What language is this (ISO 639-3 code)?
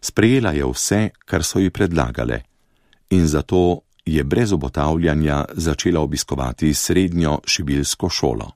slv